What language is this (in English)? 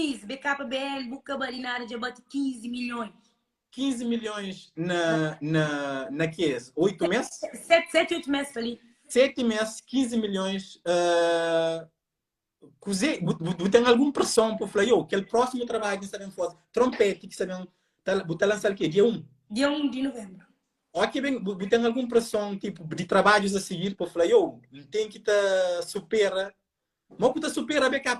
Kabuverdianu